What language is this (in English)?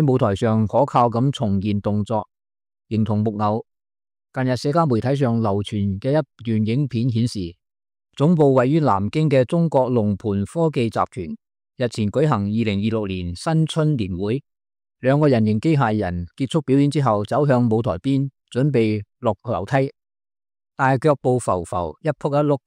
Cantonese